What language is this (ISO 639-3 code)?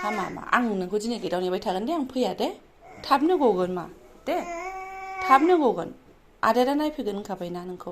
brx